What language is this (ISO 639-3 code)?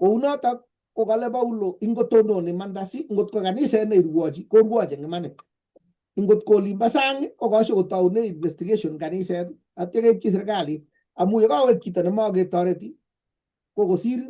kln